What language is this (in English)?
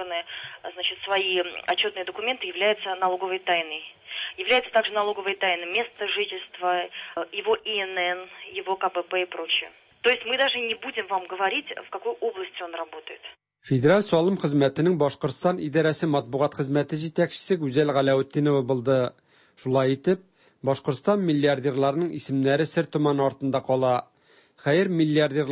Tatar